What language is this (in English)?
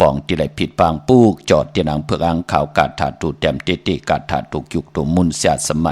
Shan